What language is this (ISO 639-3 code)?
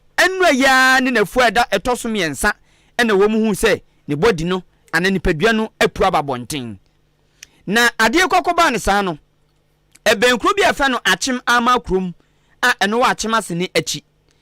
aka